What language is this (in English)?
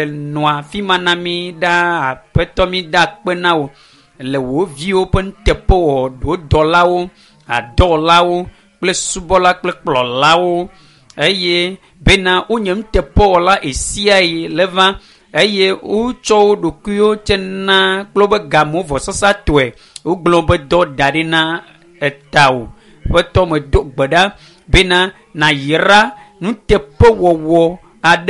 Ewe